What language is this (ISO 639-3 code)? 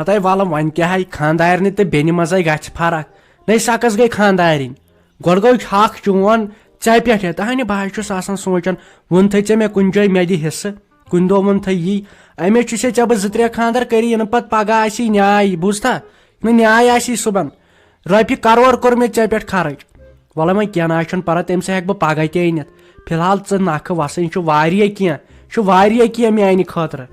kas